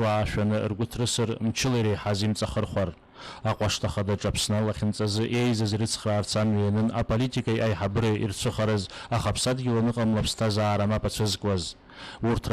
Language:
Abkhazian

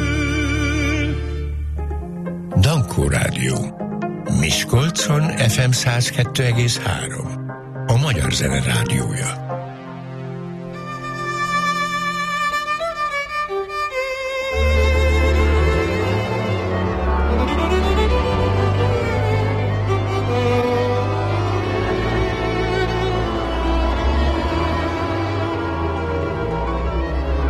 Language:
Hungarian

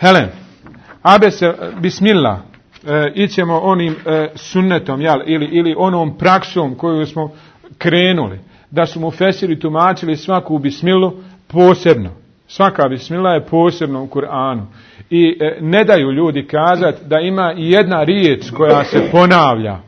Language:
Bosnian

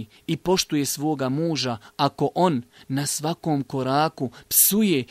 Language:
Bosnian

